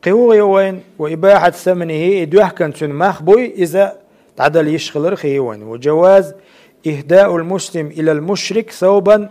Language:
Chechen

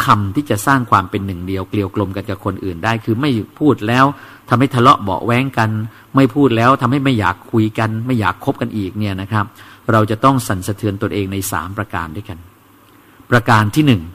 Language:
Thai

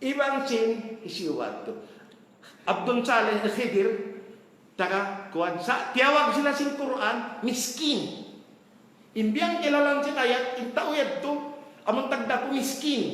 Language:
Tausug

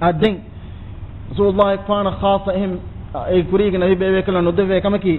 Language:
Divehi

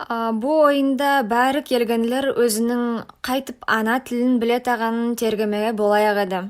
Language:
Nogai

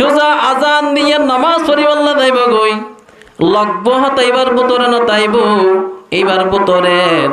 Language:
Rohingya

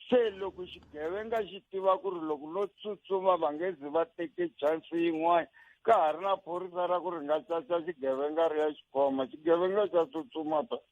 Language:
Tsonga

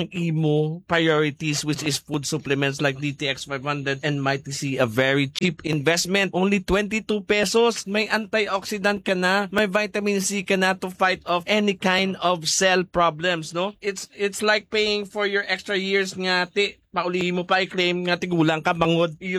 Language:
Hiligaynon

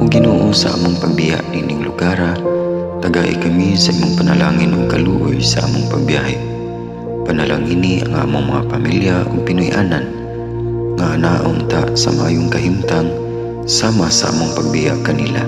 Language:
Cebuano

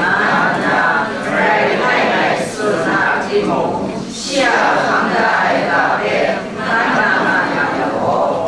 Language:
Kachin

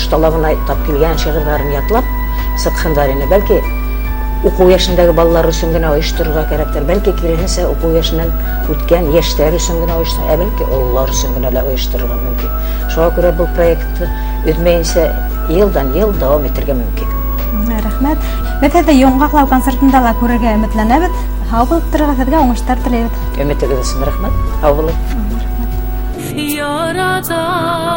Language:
Bashkir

